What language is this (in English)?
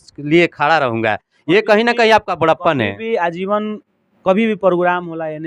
Bhojpuri